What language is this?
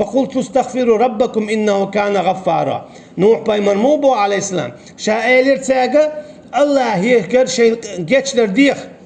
Chechen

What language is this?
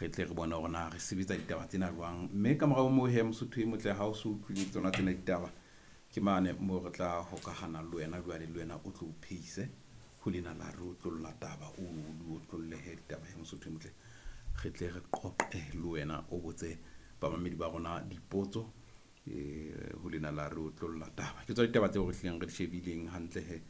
Southern Sotho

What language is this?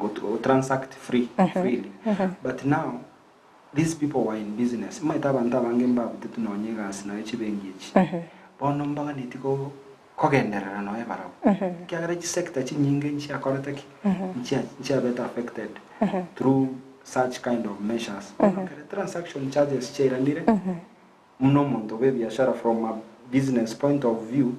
Gusii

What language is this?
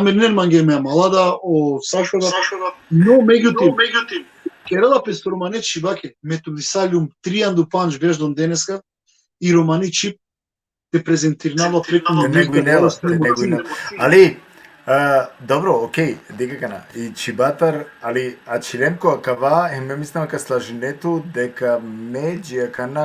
Balkan Romani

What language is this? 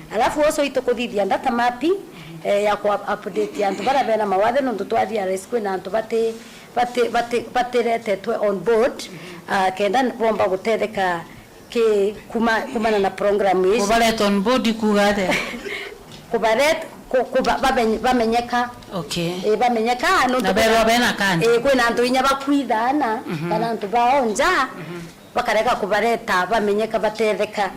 Meru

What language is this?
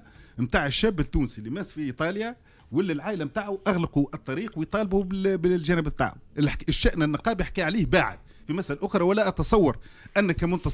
Tunisian Arabic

